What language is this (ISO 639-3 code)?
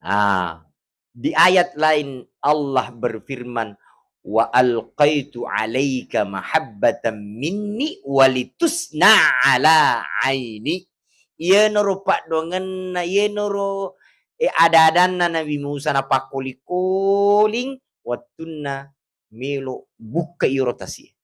bug